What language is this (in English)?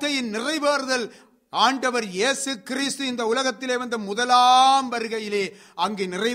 Tamil